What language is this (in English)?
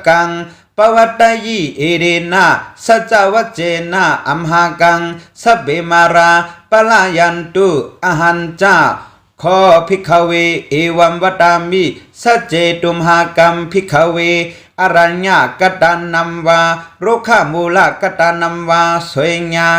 Shan